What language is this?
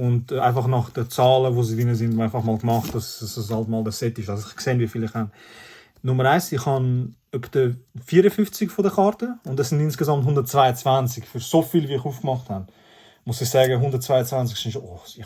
Swiss German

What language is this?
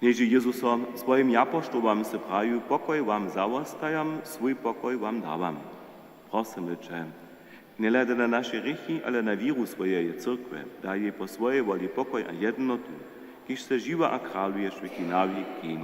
Upper Sorbian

